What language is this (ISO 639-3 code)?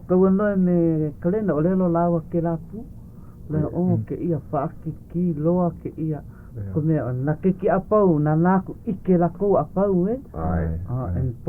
haw